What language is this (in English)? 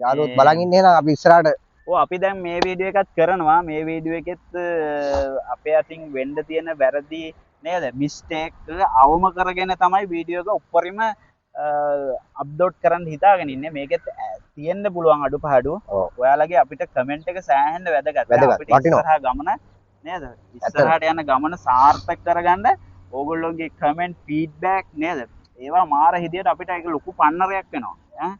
Sinhala